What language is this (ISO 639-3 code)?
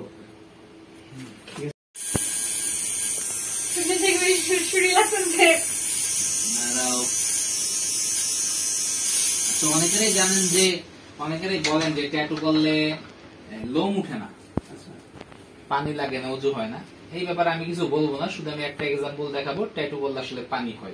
ben